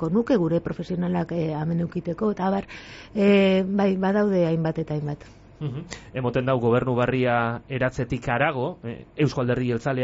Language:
Basque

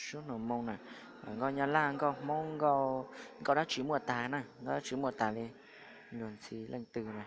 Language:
Hmong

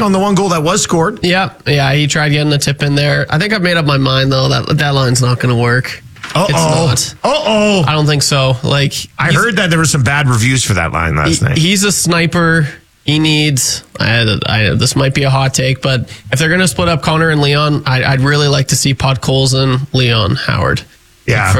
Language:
English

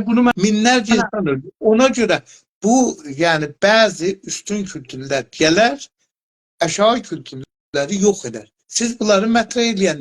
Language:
South Azerbaijani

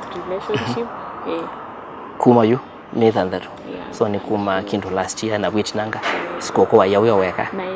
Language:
Kamba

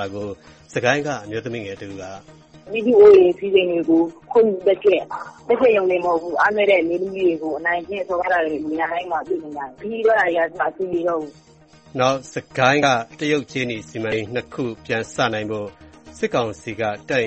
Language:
Burmese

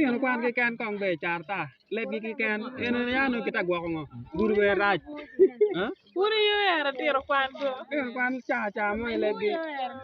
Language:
Acoli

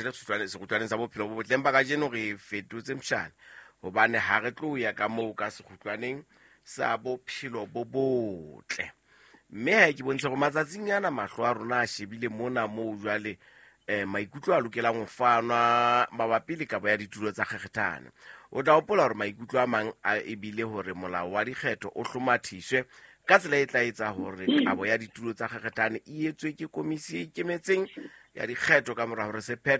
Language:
Southern Sotho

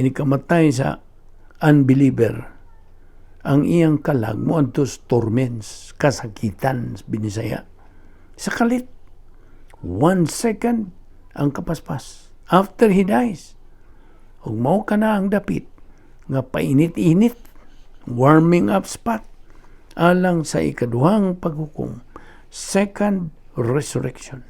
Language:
Cebuano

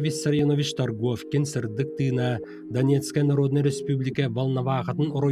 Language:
Yakut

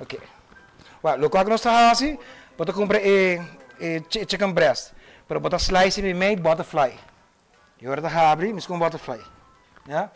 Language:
Papiamento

